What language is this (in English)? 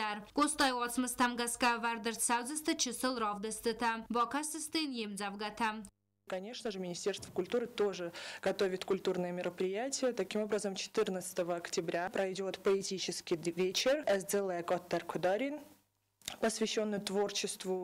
Ossetic